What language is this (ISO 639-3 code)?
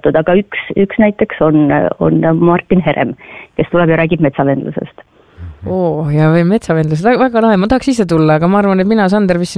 est